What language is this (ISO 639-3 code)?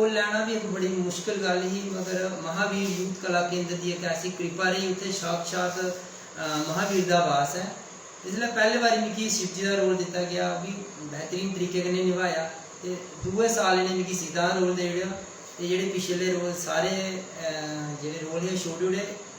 doi